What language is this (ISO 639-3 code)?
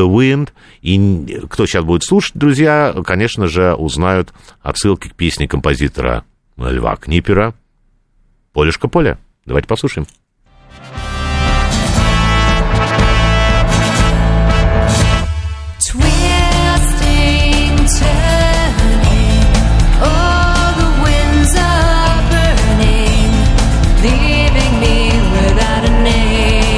rus